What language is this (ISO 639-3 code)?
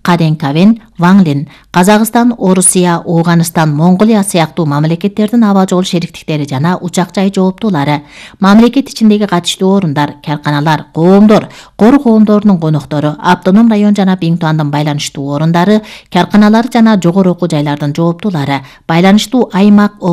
kir